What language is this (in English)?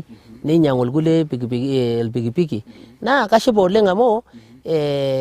Masai